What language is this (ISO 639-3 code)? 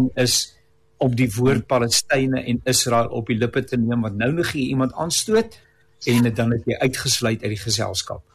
afr